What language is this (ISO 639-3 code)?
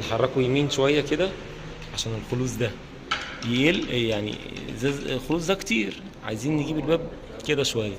arz